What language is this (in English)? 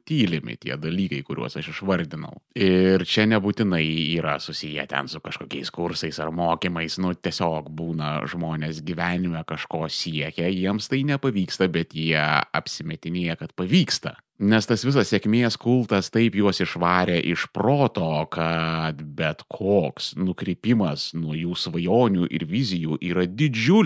Lithuanian